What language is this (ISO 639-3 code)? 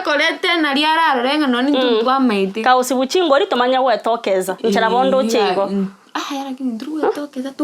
guz